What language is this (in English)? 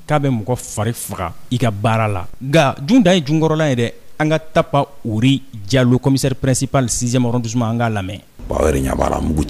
Bambara